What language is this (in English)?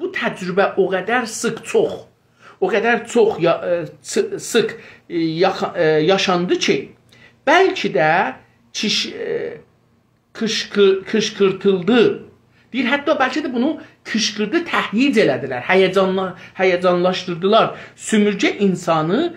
South Azerbaijani